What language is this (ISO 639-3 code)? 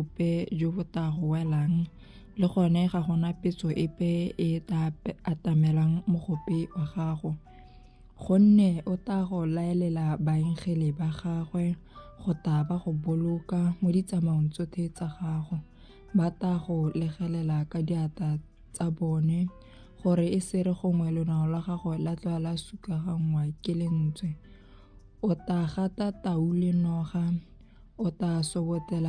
tsn